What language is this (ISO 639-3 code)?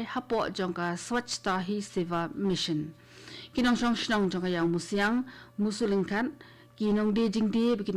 kha